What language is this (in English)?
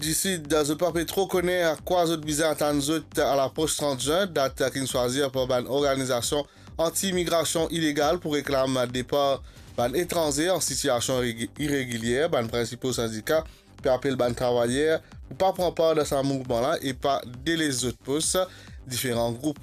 Morisyen